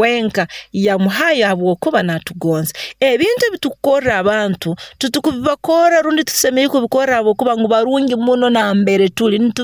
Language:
Nyoro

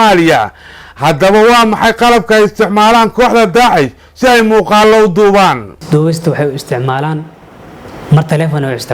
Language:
Somali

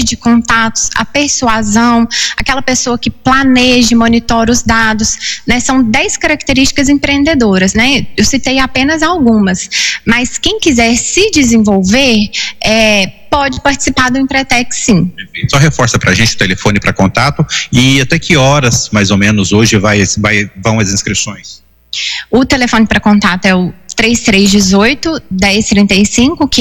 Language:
Portuguese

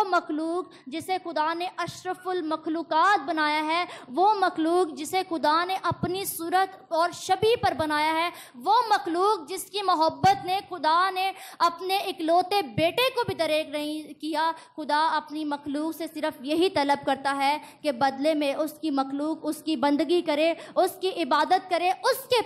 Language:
Urdu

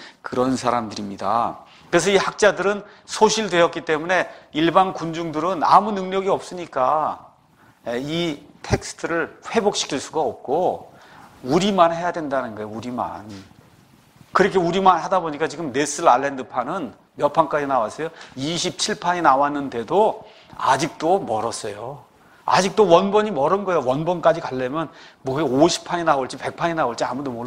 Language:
Korean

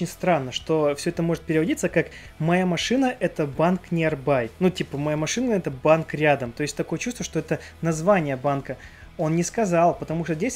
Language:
Russian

